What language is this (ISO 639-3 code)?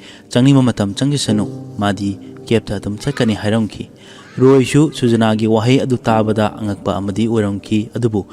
mni